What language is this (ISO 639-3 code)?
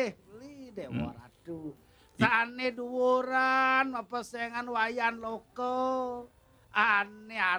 ban